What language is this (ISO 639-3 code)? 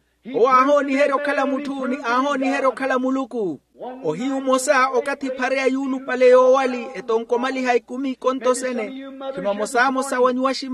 vmw